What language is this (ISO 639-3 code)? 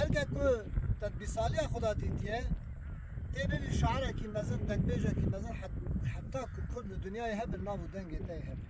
kur